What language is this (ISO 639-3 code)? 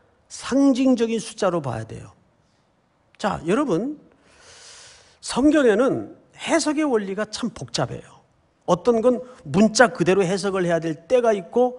kor